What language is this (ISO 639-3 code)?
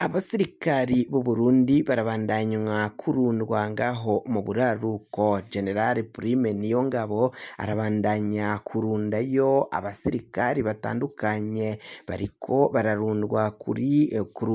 run